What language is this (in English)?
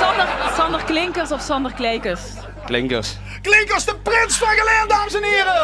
Limburgish